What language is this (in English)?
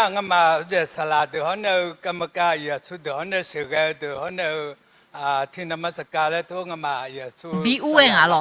Akha